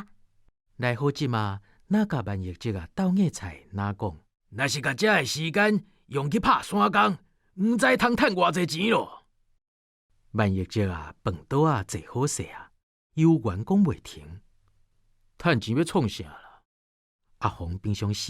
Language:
Min Nan Chinese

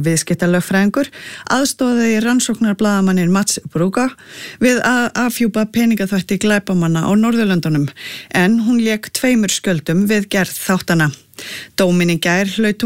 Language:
Icelandic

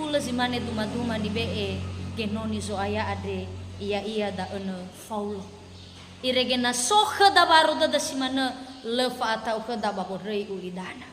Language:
Nias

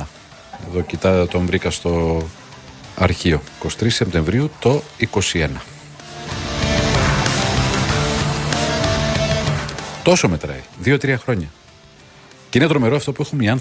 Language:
Greek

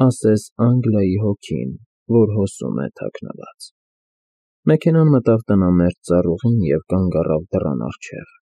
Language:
Armenian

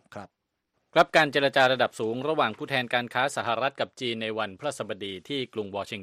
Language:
Thai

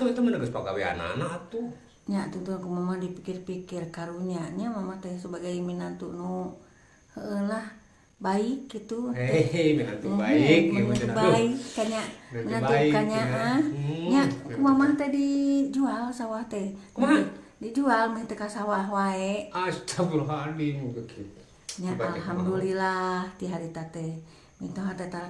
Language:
Sundanese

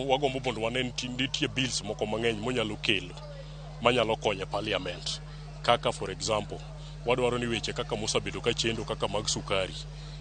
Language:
Luo (Kenya and Tanzania)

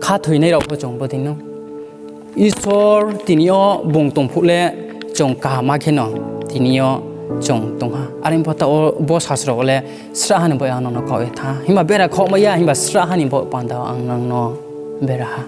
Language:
Riang (India)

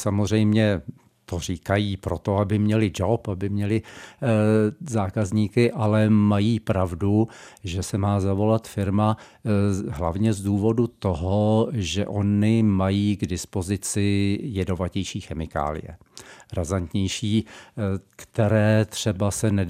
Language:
Czech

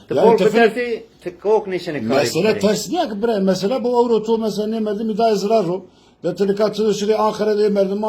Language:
Zaza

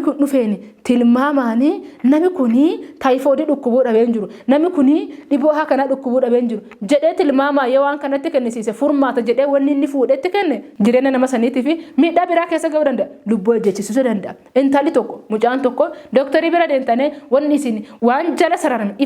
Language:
Oromo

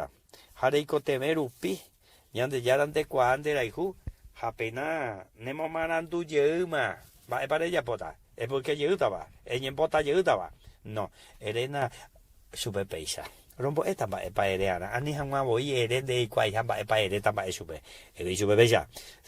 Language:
Guarani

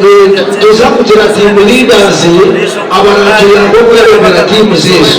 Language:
Nyankole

